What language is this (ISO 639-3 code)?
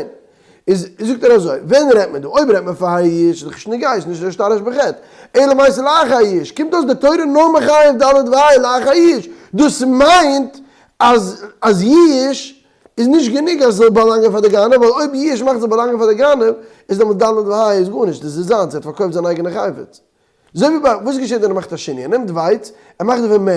yid